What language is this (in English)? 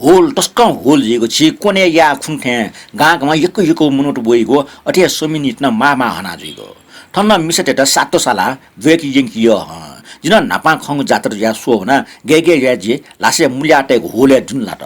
Newari